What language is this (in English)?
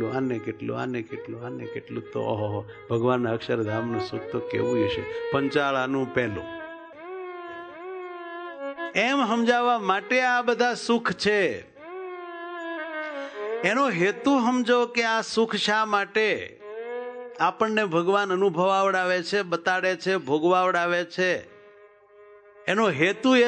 Gujarati